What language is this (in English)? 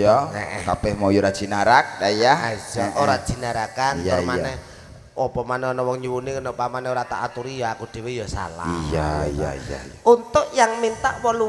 Javanese